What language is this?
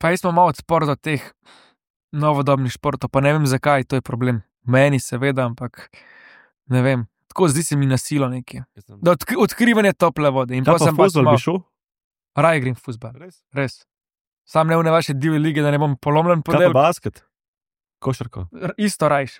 Slovenian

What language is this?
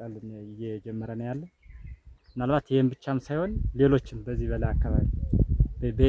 Amharic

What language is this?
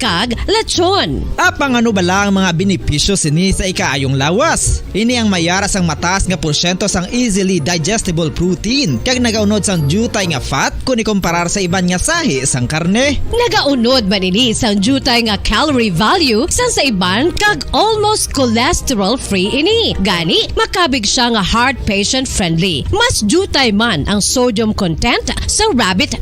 Hiligaynon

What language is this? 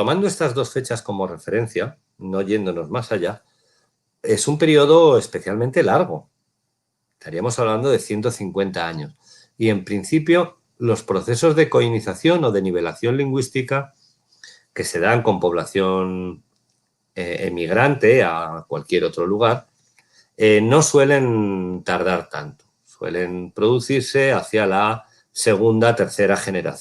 Ladino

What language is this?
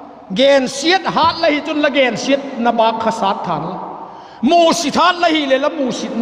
Vaiphei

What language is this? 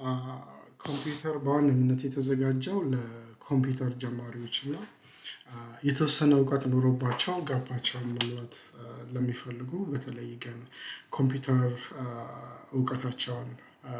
Amharic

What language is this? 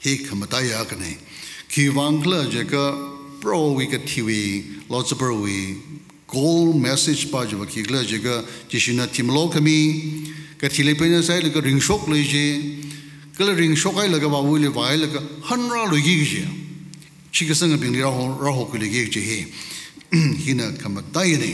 Tangkhul Naga (India)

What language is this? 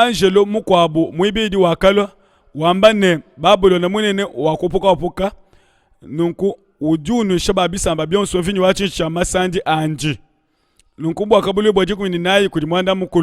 Luba-Lulua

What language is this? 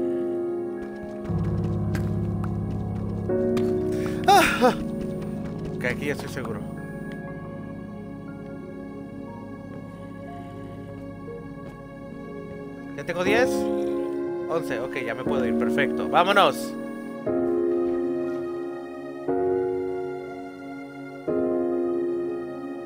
Spanish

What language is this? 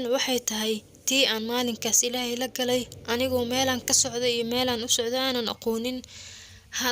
Somali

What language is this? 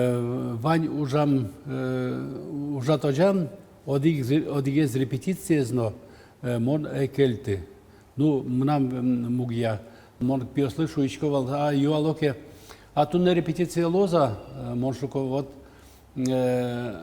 Udmurt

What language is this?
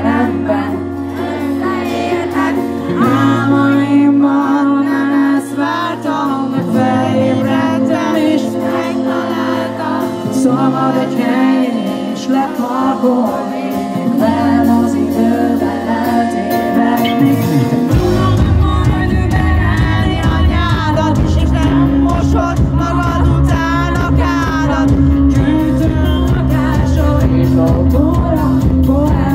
Hungarian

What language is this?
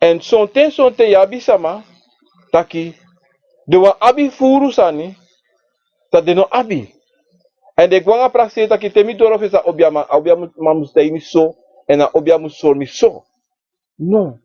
Sranan Tongo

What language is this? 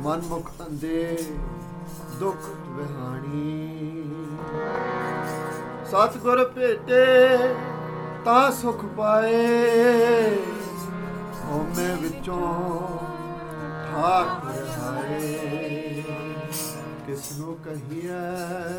Punjabi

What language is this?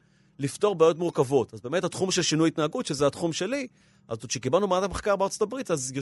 Hebrew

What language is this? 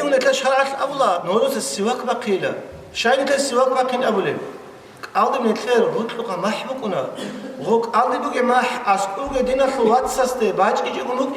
Avaric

